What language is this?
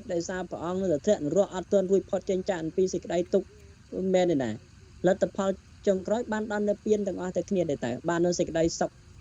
Khmer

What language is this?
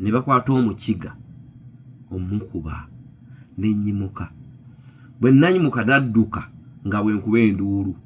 Ganda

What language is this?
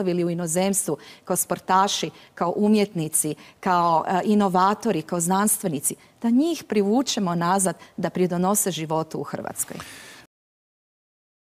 Croatian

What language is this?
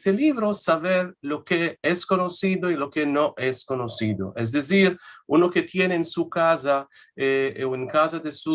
Ladino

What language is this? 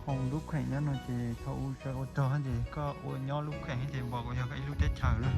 Hmong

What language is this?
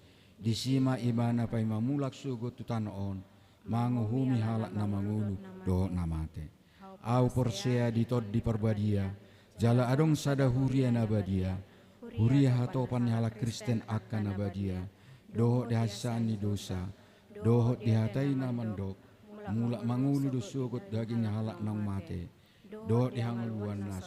Batak Toba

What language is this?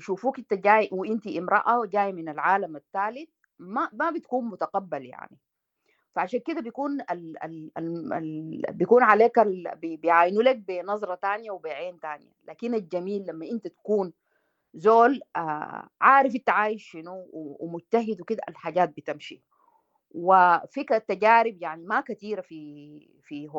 Sudanese Arabic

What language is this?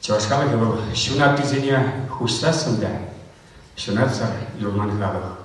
Chuvash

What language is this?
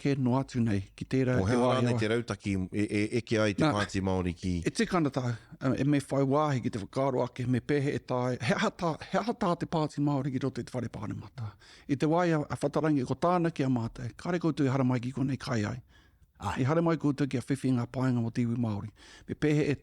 Māori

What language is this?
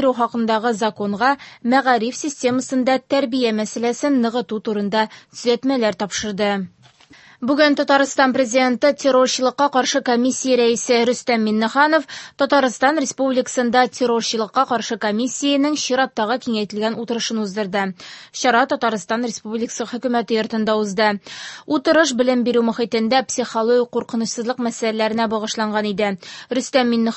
Tatar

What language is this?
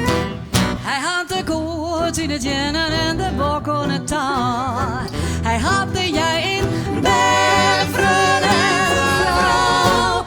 Western Frisian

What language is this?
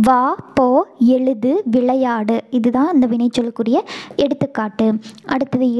Tamil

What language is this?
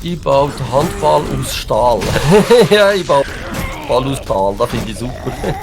Swiss German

